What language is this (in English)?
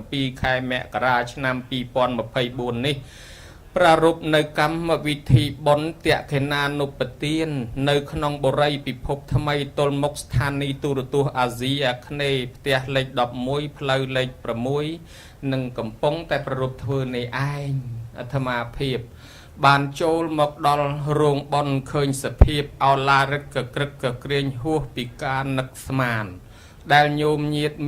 Khmer